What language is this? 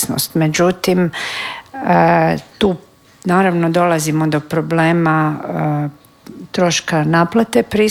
Croatian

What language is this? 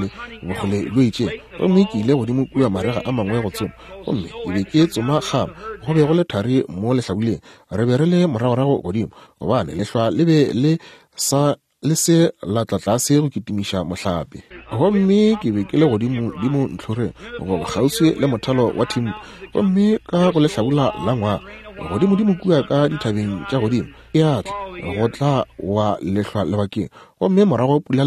Northern Sotho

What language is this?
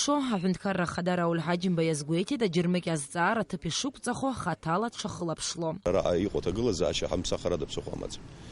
Abkhazian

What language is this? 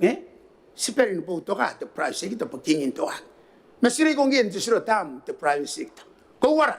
Gilbertese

